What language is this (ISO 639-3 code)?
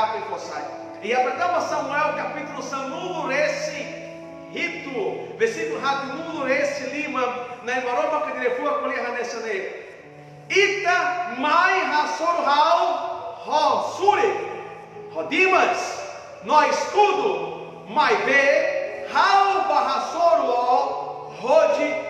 tet